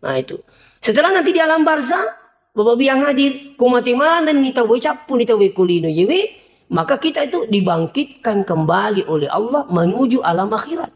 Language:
Buginese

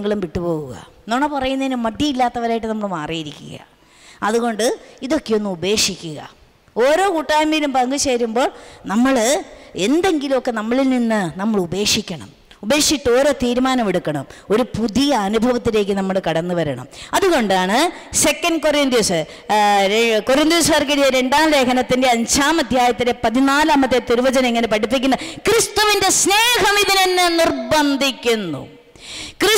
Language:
Malayalam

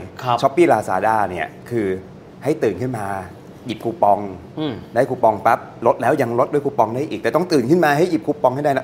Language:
Thai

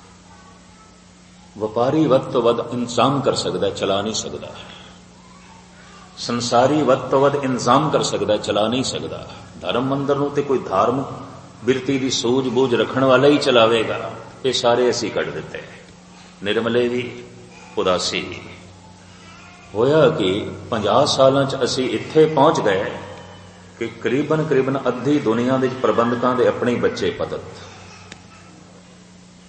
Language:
Punjabi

